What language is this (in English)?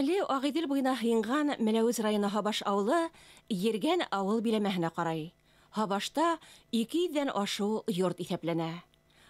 Bashkir